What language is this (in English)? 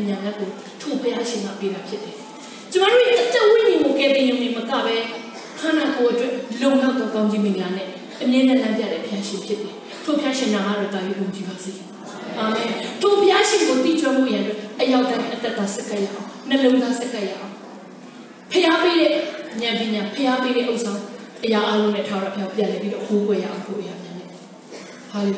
Tedim Chin